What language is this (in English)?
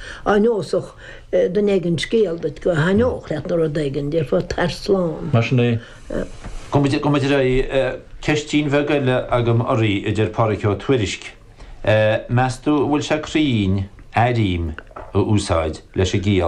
Irish